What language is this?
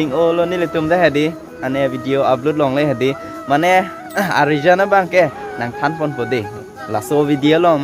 Karbi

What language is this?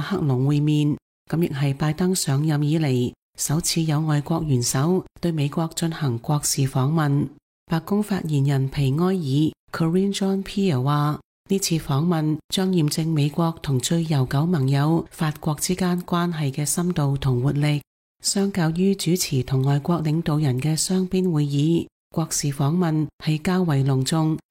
Cantonese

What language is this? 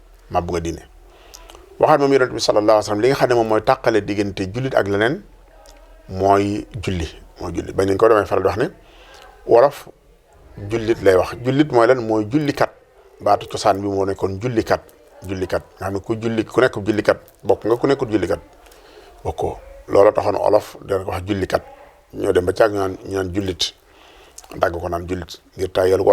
Wolof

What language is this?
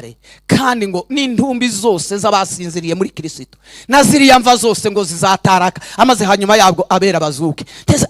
Kinyarwanda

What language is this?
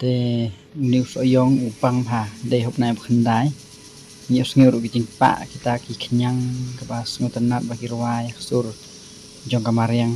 Khasi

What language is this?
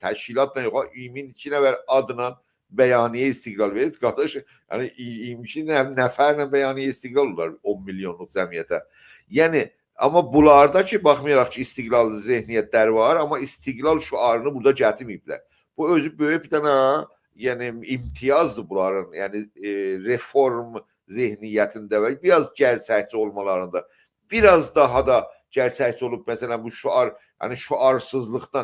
South Azerbaijani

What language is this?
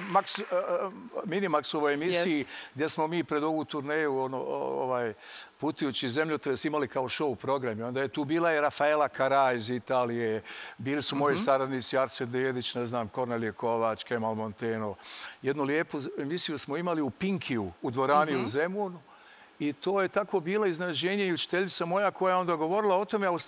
Serbian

